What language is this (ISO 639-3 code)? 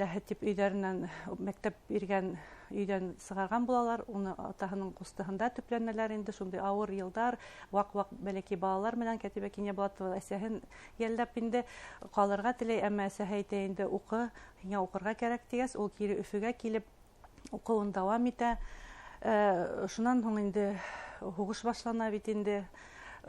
bak